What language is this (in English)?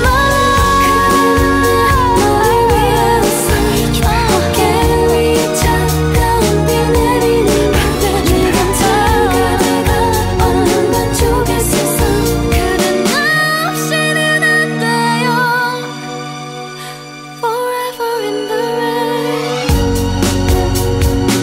Korean